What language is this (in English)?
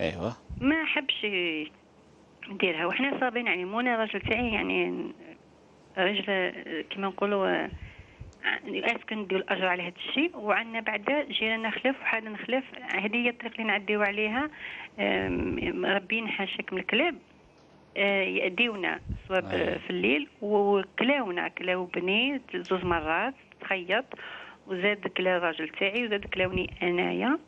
Algerian Arabic